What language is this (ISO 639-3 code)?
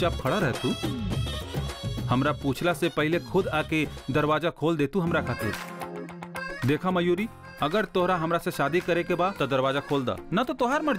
bho